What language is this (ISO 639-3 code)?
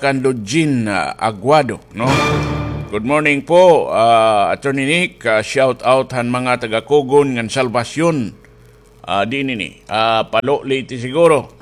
war